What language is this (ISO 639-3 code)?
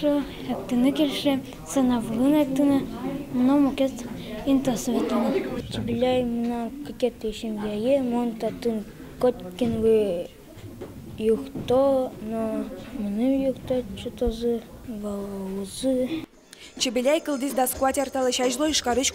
udm